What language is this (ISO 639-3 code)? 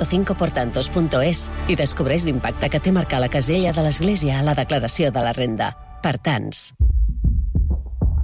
cat